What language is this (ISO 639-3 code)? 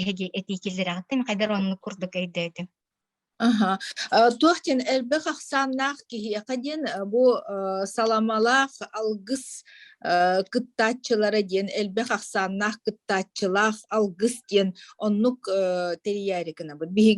sah